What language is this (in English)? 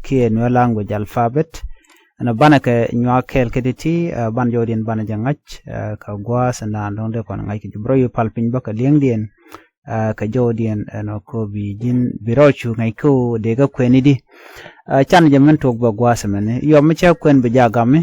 Nuer